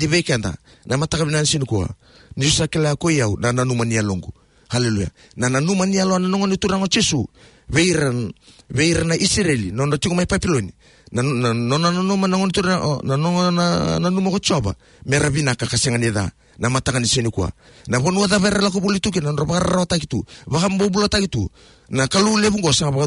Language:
Fijian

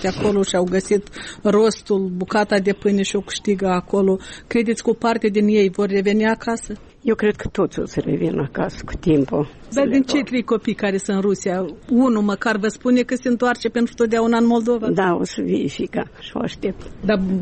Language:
Romanian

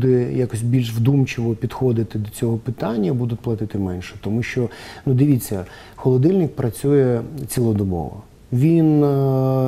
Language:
Ukrainian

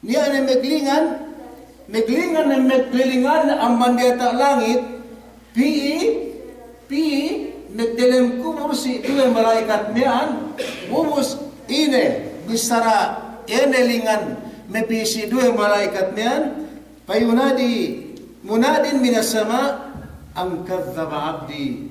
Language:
Yakan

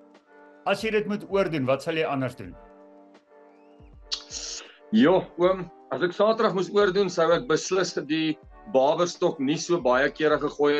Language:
Afrikaans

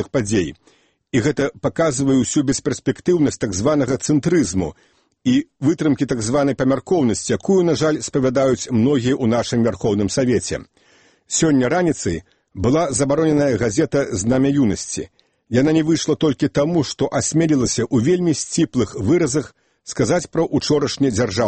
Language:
Belarusian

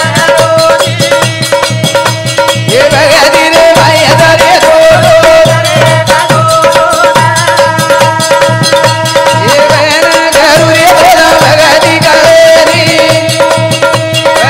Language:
Lambadi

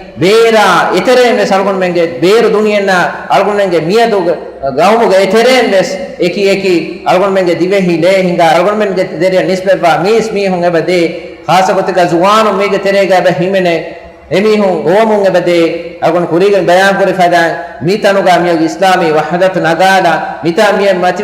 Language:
Divehi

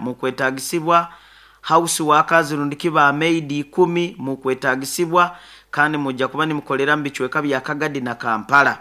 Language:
Nyoro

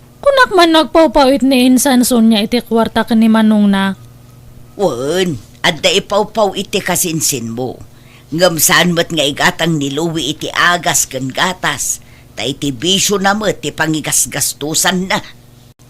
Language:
Iloko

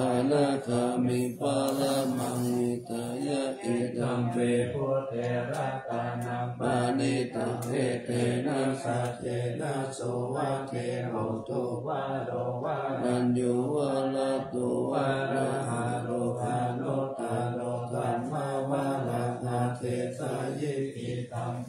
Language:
Pali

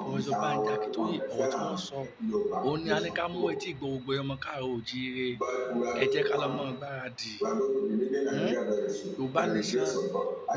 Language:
Yoruba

